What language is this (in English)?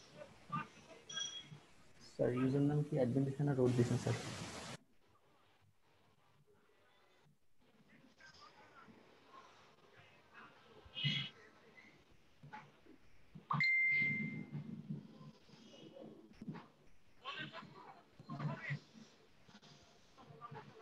Bangla